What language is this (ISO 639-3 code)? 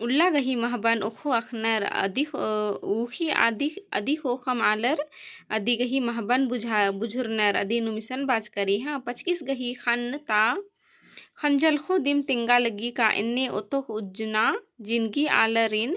kru